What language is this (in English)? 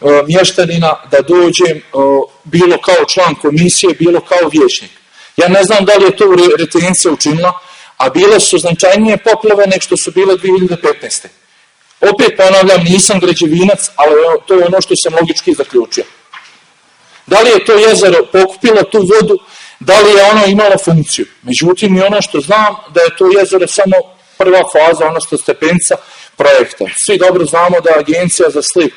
Bosnian